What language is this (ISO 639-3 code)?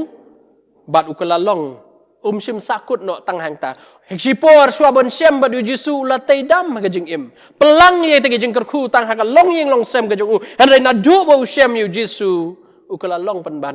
kha